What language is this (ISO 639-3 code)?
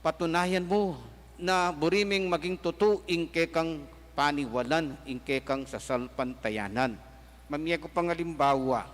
pam